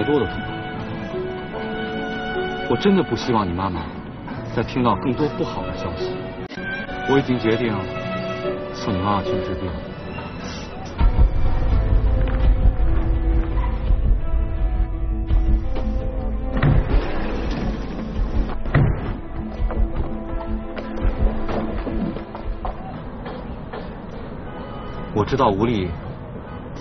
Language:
Chinese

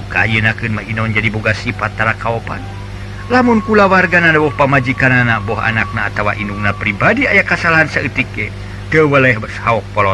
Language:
Sundanese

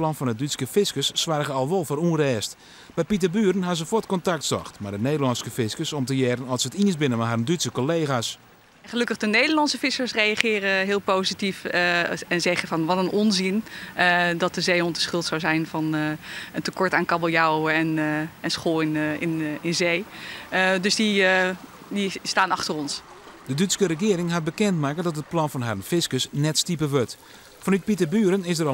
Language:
Western Frisian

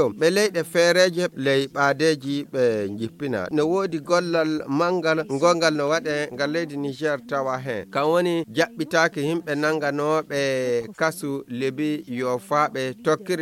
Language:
Fula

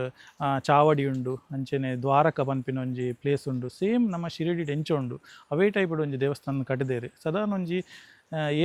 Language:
Tulu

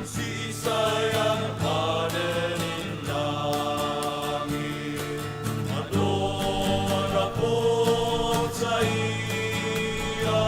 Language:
Bikol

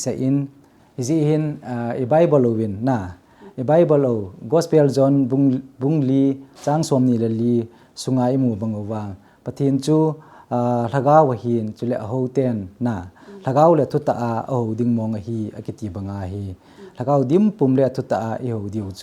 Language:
Thado Chin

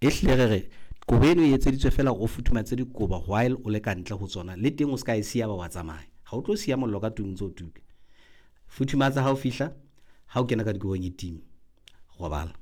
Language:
Southern Sotho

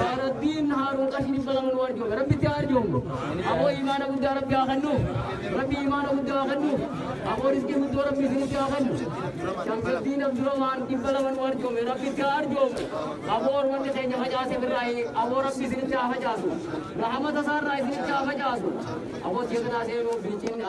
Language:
Oromo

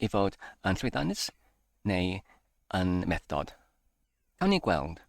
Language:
Welsh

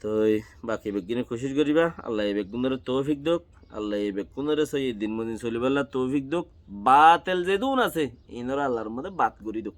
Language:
Rohingya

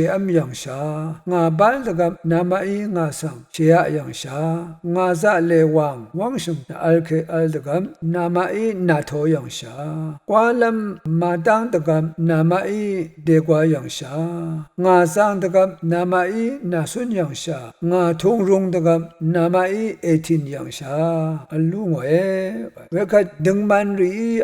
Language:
Rawang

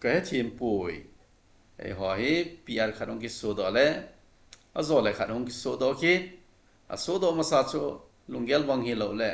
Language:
Thado Chin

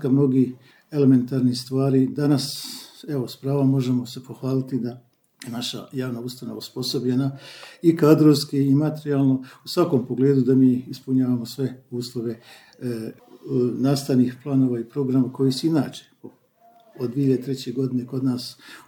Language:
Serbian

